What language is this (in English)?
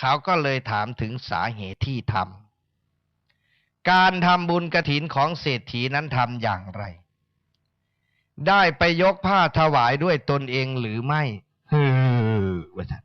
Northeastern Thai